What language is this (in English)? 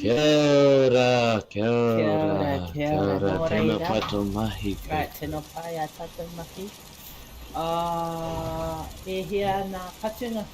Māori